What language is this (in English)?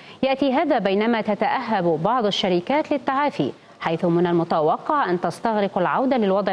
Arabic